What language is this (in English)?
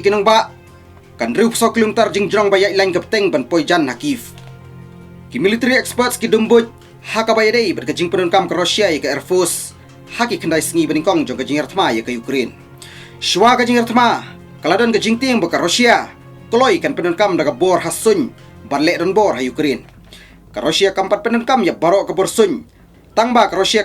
Khasi